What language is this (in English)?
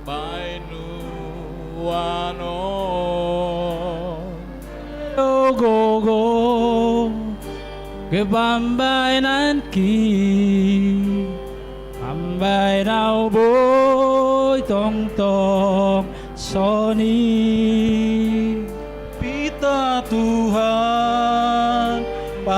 Batak Simalungun